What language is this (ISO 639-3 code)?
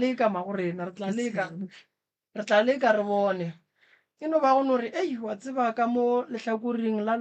nso